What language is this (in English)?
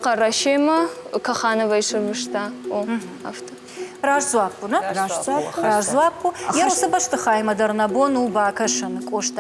Ossetic